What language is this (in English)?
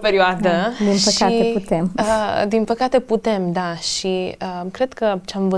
Romanian